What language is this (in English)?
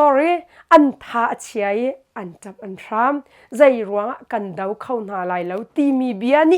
Hakha Chin